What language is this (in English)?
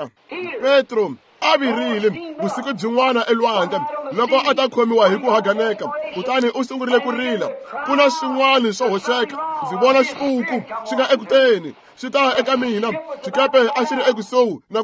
Tsonga